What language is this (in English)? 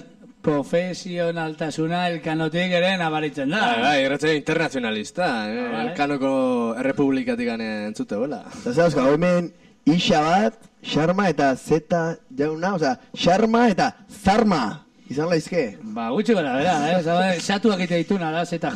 Basque